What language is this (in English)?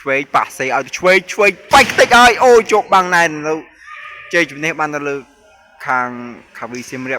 Khmer